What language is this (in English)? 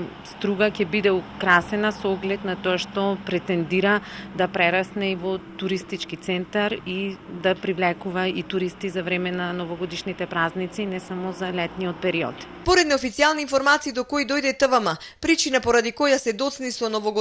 Macedonian